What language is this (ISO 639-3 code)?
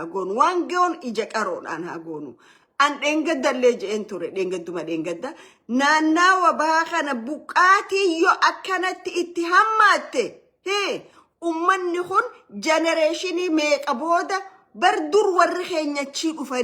orm